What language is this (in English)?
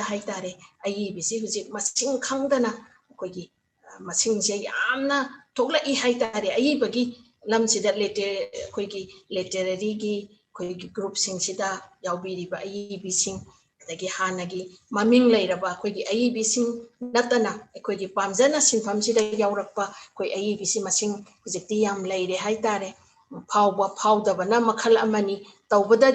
Manipuri